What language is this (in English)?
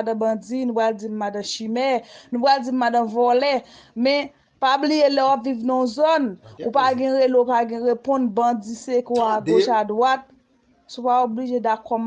Haitian Creole